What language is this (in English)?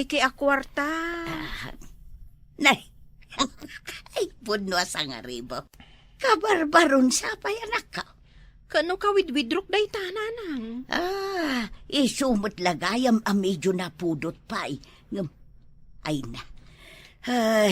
Iloko